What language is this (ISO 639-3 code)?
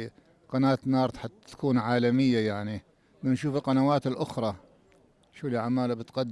apc